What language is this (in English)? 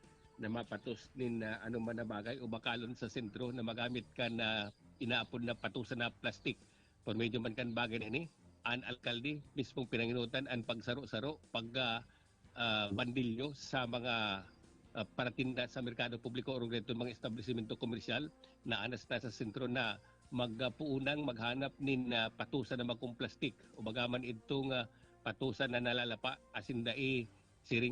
Bikol